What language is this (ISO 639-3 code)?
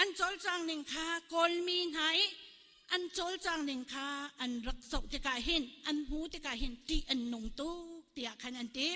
cnh